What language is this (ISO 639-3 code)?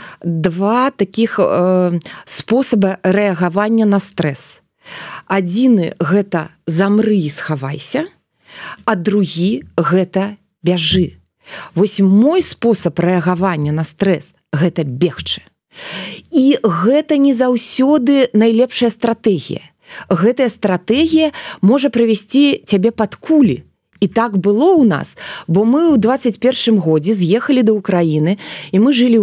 bel